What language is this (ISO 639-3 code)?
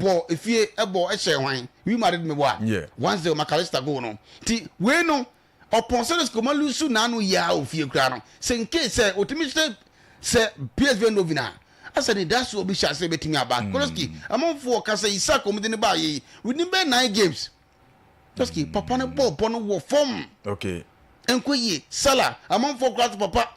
aka